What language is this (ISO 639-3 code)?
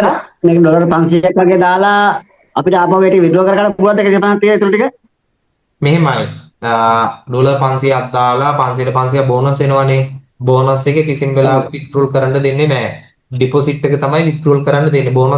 sin